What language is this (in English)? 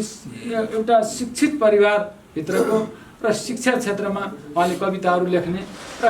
Nepali